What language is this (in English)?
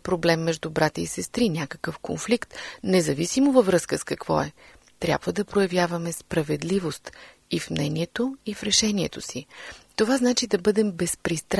Bulgarian